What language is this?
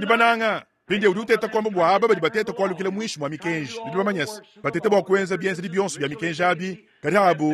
Luba-Lulua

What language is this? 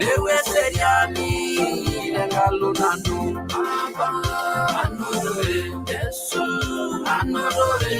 Masai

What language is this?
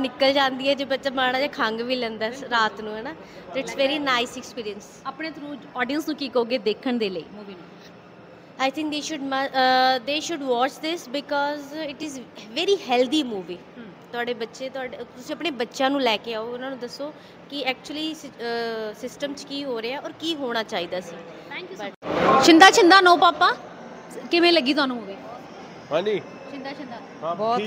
Punjabi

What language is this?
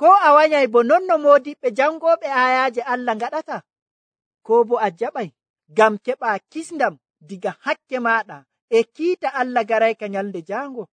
Nigerian Fulfulde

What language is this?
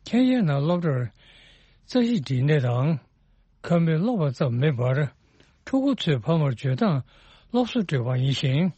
Tibetan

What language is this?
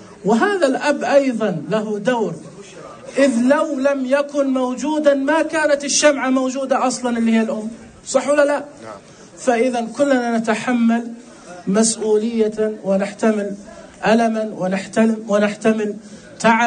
Najdi Arabic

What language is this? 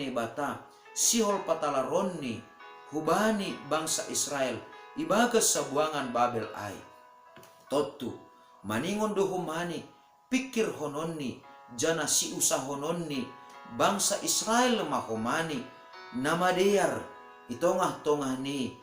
Batak Simalungun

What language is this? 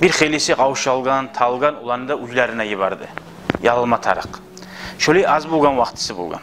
Kumyk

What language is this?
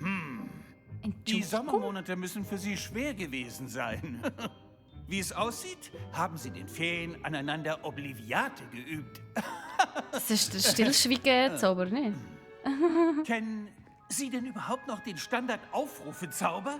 Swiss German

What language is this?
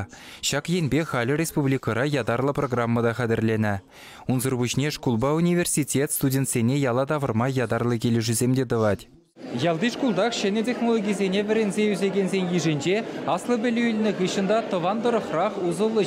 Chuvash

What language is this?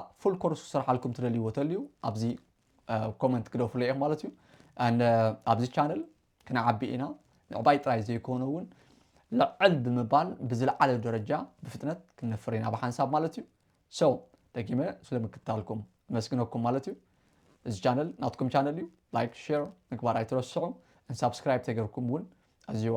Tigrinya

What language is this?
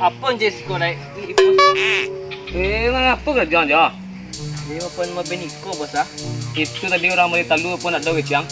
Minangkabau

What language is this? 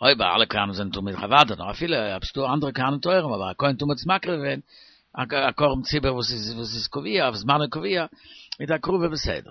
Yiddish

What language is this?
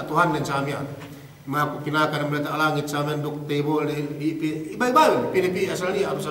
Yakan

